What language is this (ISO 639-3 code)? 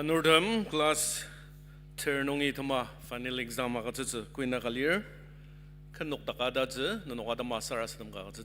njo